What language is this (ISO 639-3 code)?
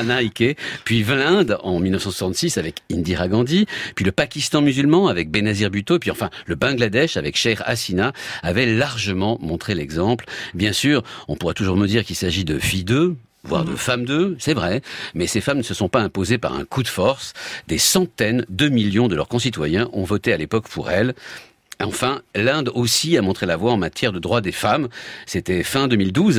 fra